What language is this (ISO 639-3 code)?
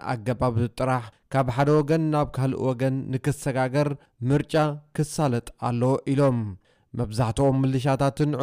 tir